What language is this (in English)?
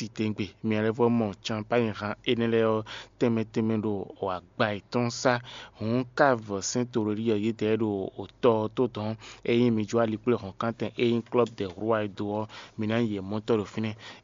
Fon